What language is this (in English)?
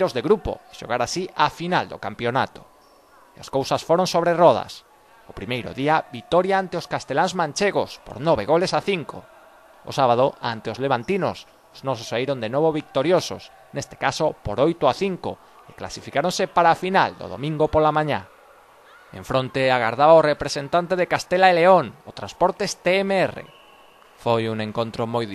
Galician